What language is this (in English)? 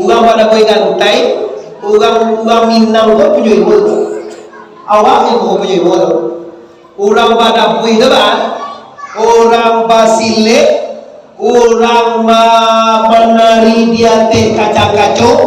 Minangkabau